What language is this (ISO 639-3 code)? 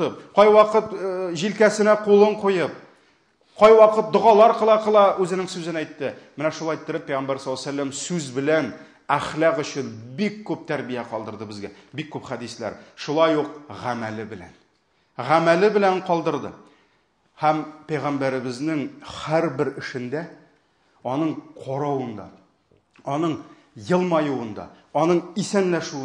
tat